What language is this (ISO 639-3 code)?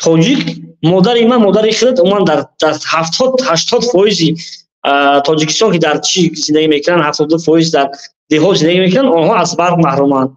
tgk